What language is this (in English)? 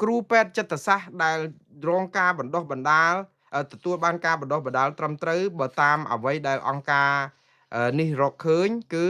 Khmer